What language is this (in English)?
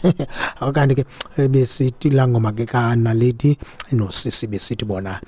Xhosa